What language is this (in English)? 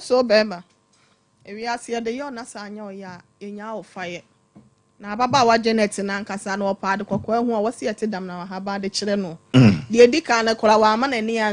Akan